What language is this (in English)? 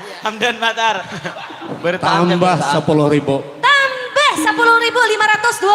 Banjar